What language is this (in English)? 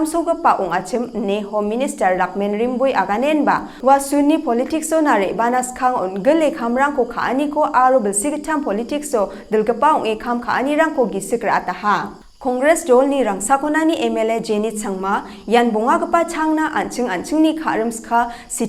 Garo